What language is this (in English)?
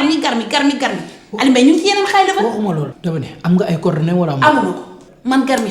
Wolof